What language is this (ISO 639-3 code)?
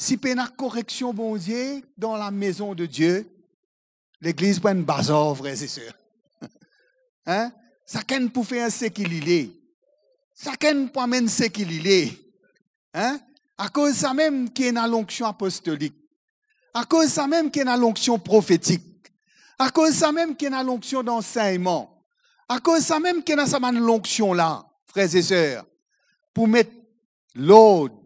mfe